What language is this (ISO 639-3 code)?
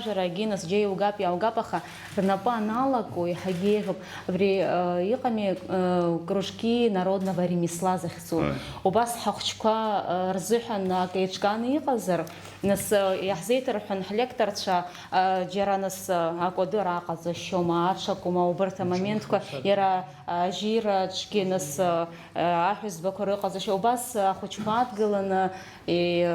abk